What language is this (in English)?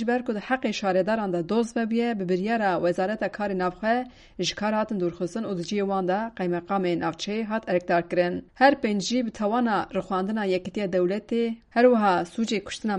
Kurdish